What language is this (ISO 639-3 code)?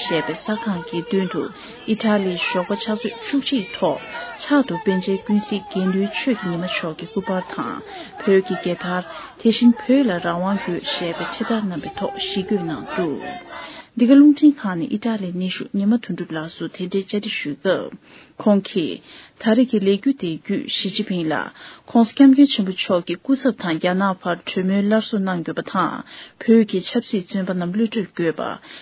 bod